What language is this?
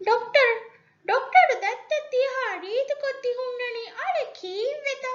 Divehi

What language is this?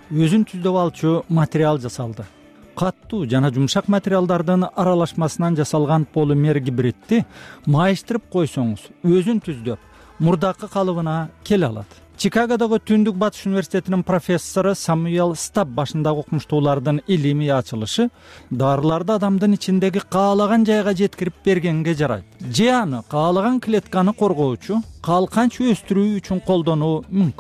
Kyrgyz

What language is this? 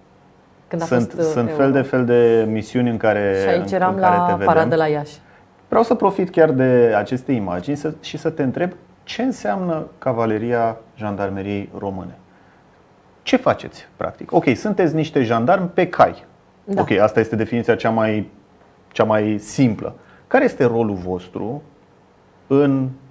Romanian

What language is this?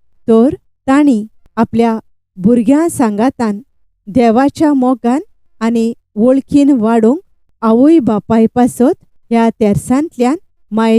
Konkani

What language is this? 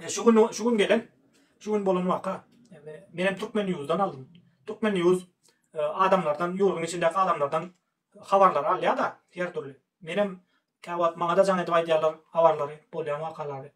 Turkmen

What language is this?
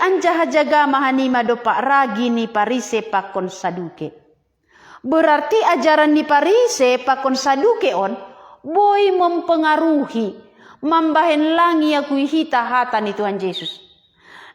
Batak Simalungun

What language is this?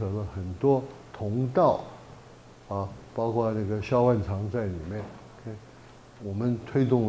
Chinese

